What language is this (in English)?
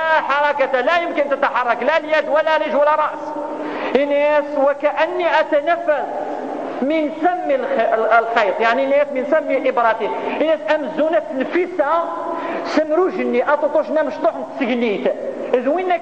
Kabyle